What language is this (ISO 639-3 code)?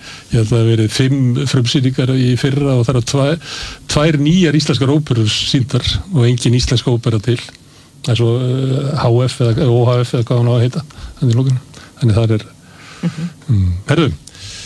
isl